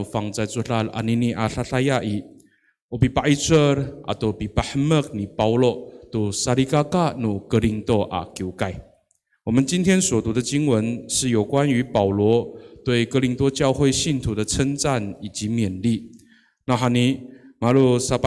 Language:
Amis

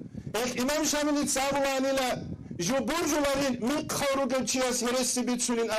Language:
Avaric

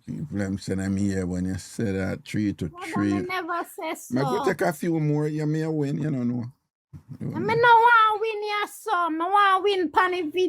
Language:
Jamaican Creole English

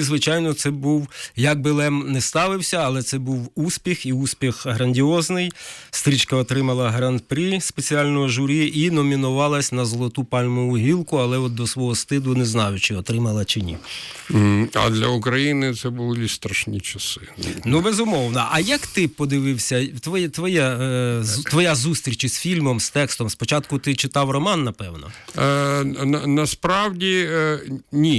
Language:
Ukrainian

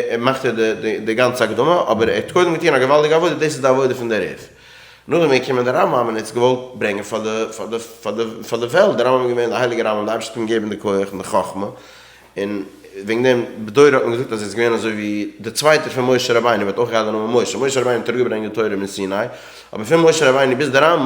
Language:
Yiddish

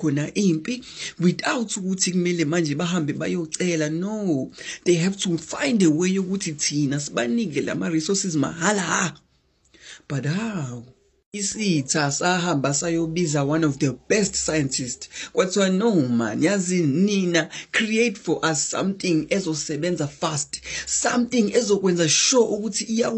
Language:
Zulu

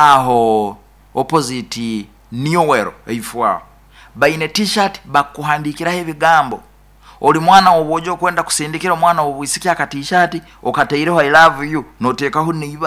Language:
Nyoro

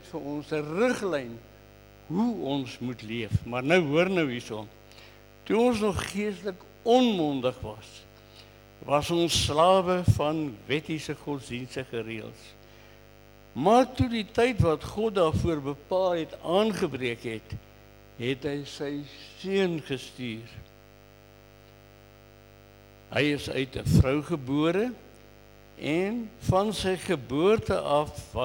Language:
Afrikaans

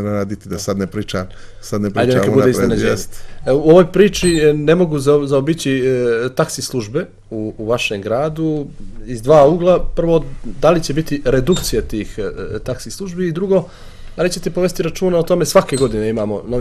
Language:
Serbian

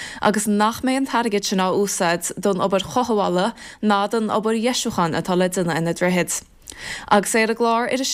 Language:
Irish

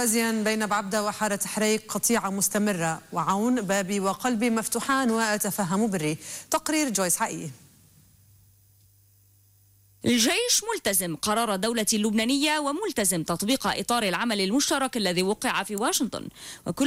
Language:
Arabic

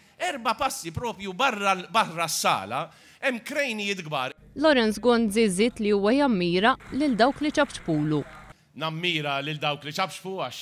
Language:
Maltese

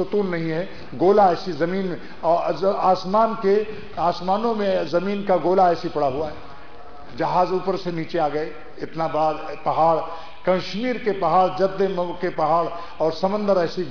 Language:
Urdu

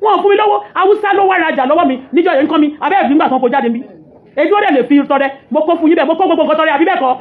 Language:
Yoruba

